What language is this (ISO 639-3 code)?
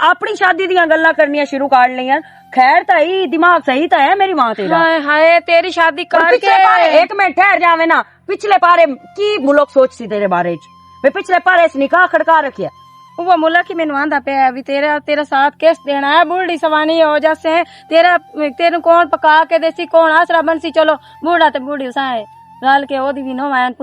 lah